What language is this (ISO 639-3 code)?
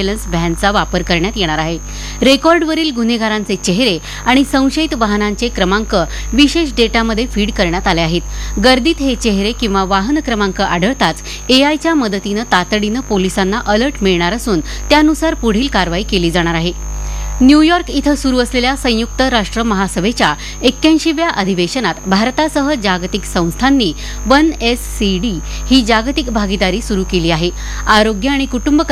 mar